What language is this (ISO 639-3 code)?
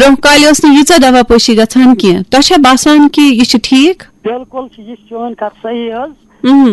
kas